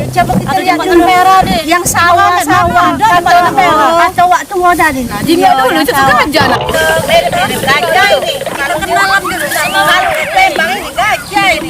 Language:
Musi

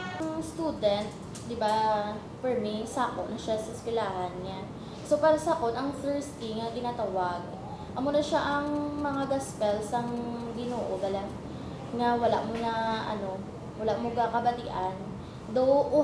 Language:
Hiligaynon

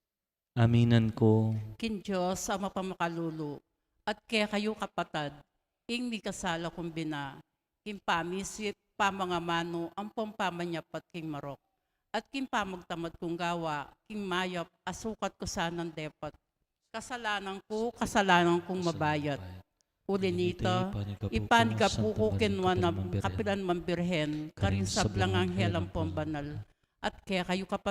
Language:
Pampanga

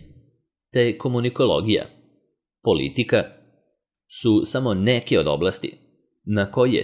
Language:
Serbian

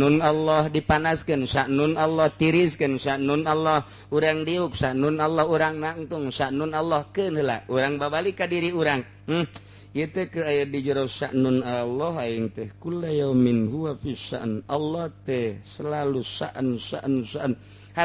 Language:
Sundanese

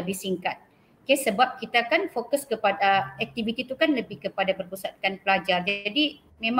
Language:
Malay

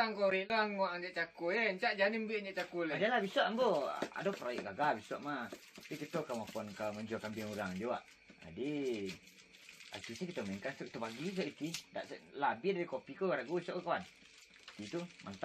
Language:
Minangkabau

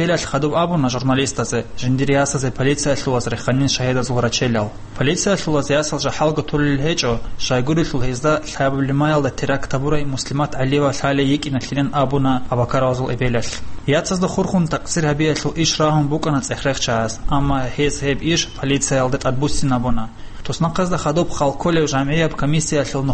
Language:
Avaric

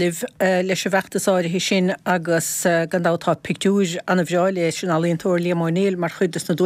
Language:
Irish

